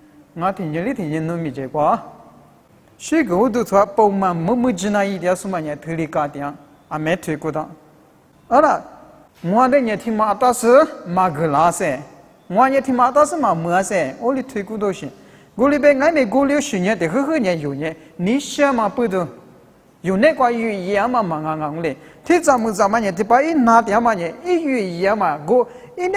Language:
Lisu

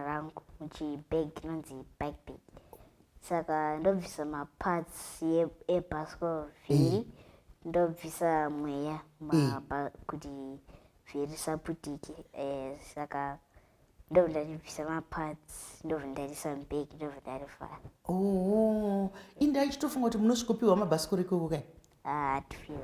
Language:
Shona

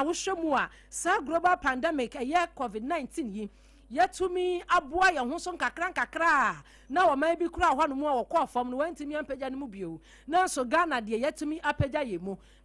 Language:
Akan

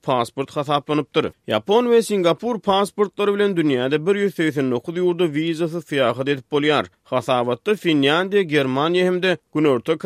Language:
Turkmen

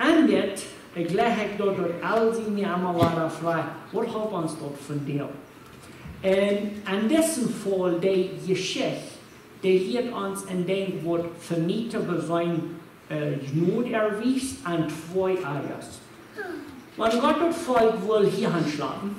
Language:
Plautdietsch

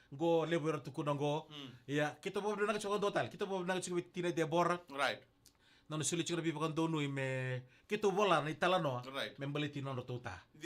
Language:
Fijian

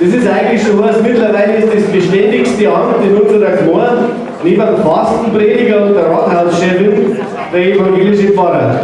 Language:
Bavarian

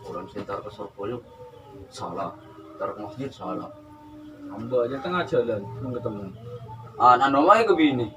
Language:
Madurese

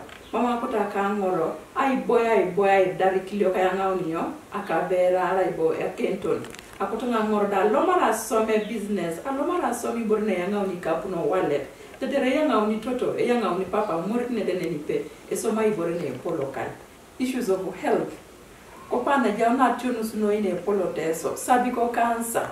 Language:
Teso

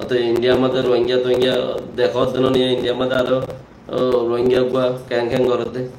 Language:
Rohingya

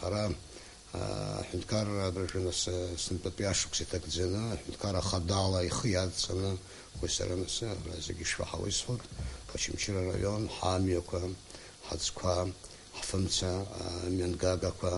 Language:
Abkhazian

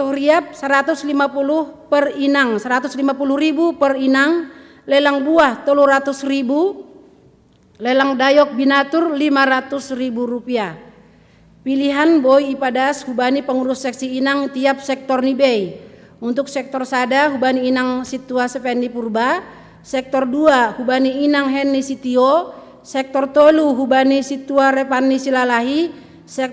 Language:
Batak Simalungun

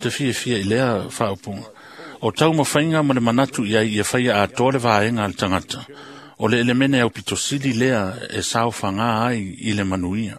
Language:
Samoan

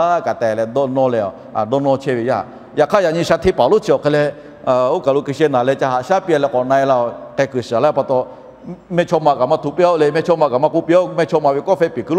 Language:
Lahu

